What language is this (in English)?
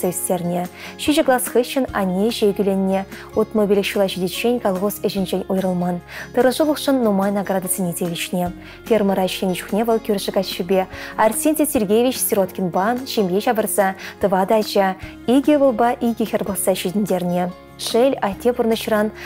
Chuvash